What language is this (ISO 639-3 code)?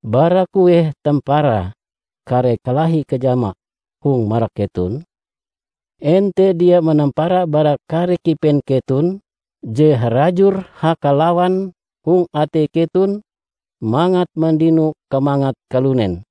nij